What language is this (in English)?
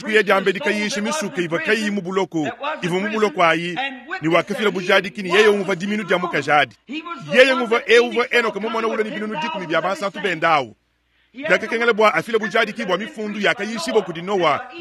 Luba-Lulua